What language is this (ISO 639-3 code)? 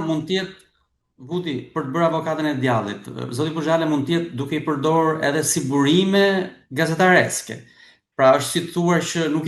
sqi